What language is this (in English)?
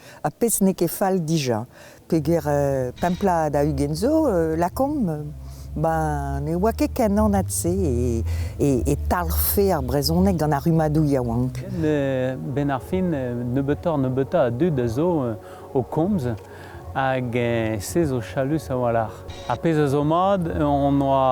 Breton